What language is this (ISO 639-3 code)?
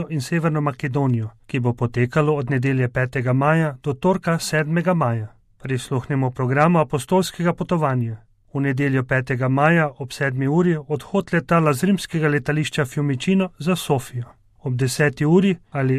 slv